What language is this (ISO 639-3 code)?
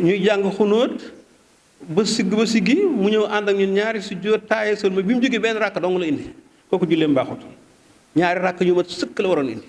wol